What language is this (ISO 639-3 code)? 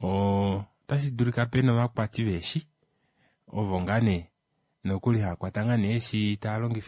kua